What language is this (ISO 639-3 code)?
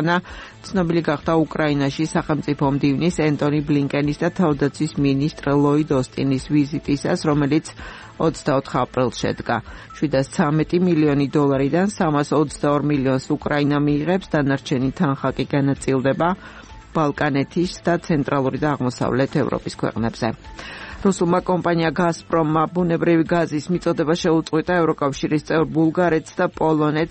kat